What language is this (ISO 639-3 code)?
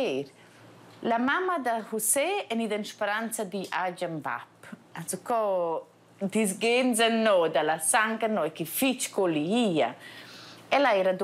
roh